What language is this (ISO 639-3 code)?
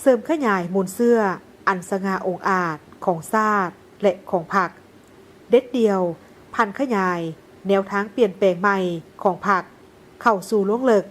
lao